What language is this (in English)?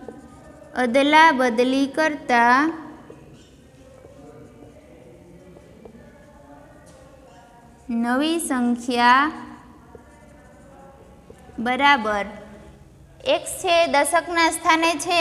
Gujarati